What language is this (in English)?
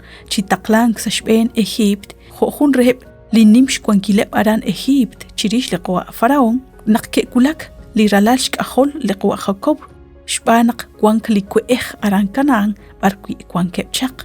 Kekchí